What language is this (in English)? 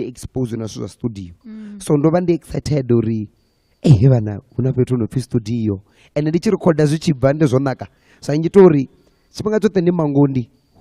Venda